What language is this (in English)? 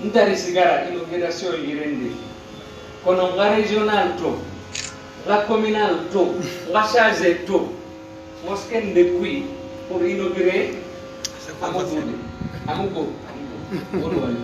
Pular